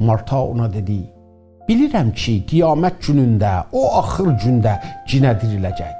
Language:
South Azerbaijani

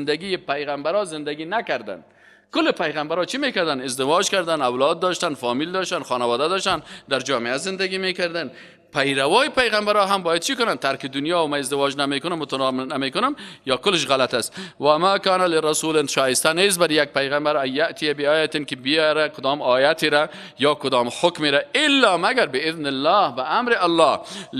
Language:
Persian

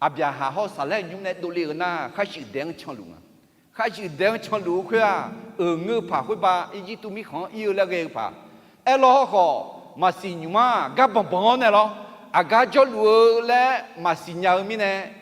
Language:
Akha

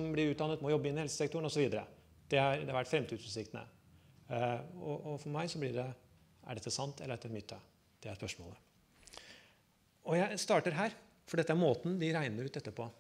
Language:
Norwegian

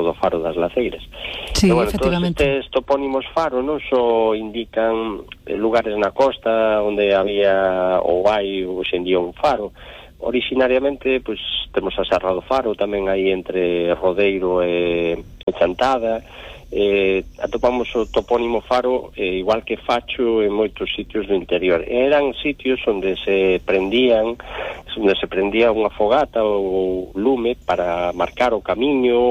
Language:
Galician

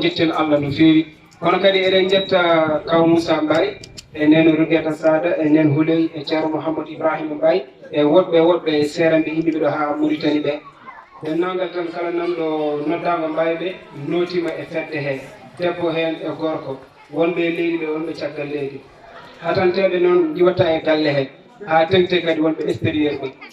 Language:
Fula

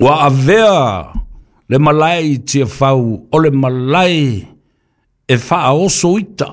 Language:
Samoan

